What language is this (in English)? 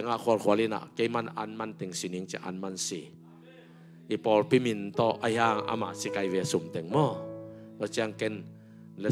Tedim Chin